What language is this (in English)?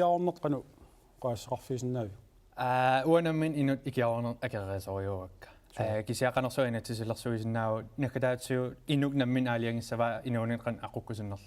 Kalaallisut